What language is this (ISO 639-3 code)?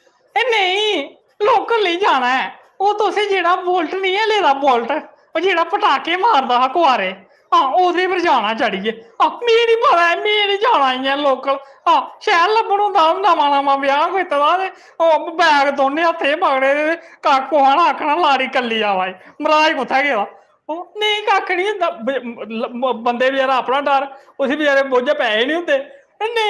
doi